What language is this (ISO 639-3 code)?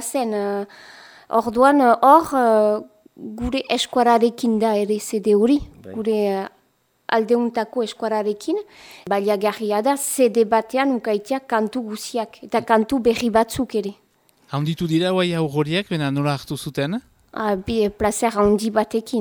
eus